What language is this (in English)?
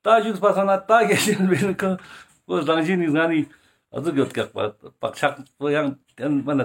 Ladakhi